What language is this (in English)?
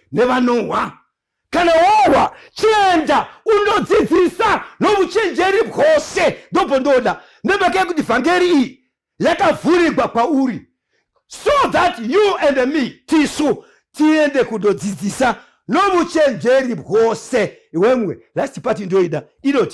Shona